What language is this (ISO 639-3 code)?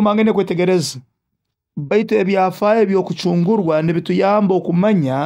nyo